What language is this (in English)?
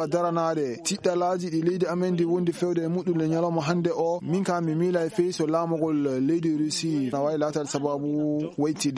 Fula